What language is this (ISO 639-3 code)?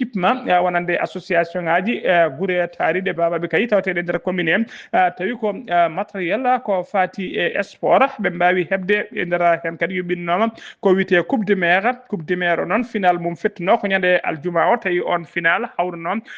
ful